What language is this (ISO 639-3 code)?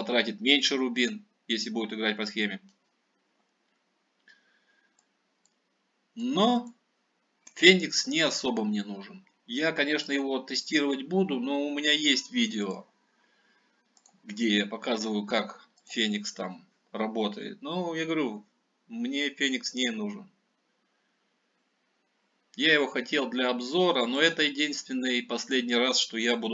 rus